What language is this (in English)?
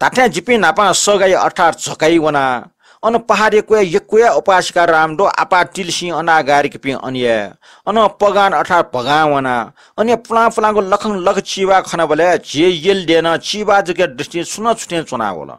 Newari